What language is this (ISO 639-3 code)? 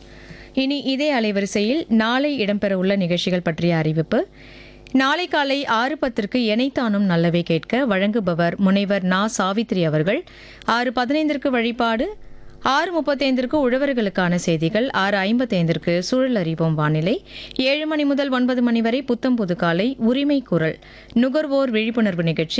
tam